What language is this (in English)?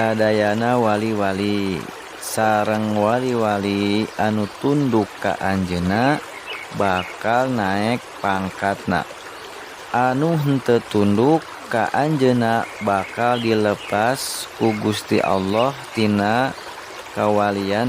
Sundanese